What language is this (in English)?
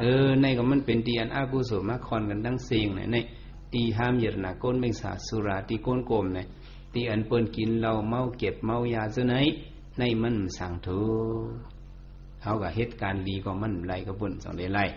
Shan